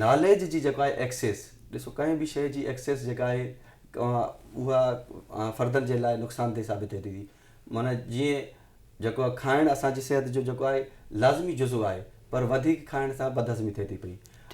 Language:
Sindhi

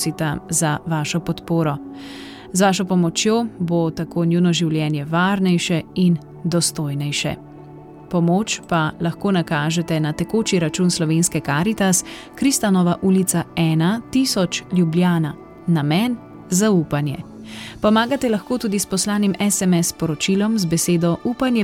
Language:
Slovenian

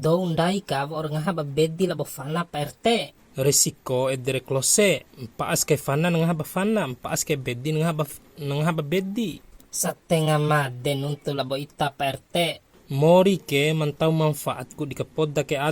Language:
Bima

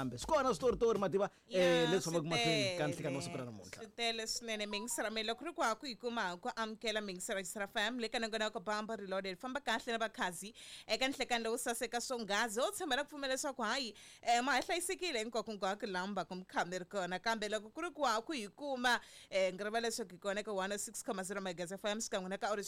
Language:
Tsonga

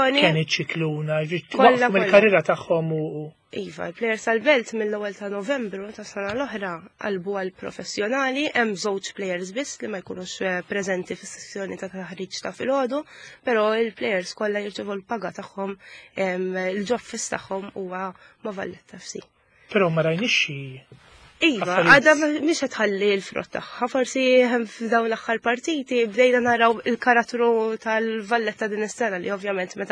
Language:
Maltese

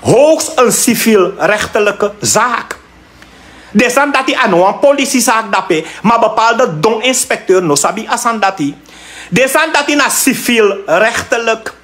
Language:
Sranan Tongo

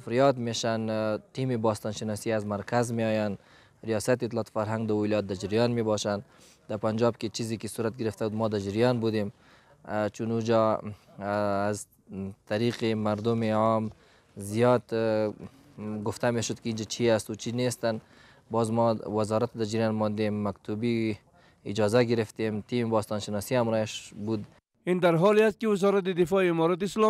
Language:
Persian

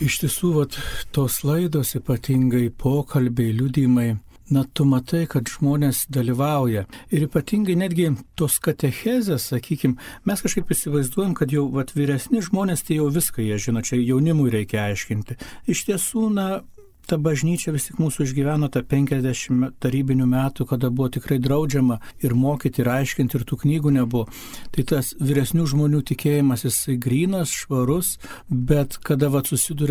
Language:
Lithuanian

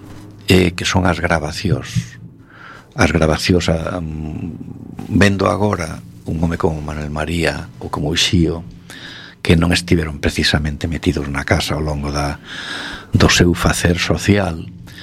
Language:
Galician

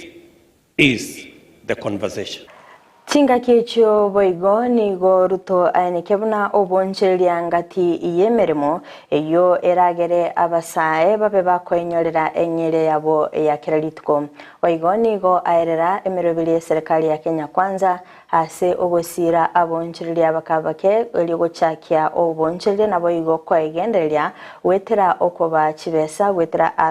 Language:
Gusii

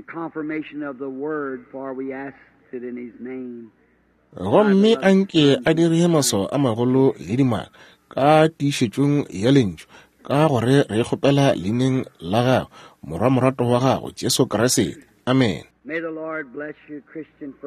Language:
Northern Sotho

